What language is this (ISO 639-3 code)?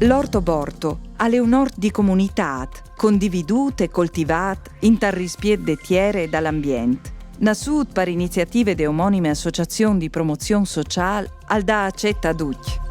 fur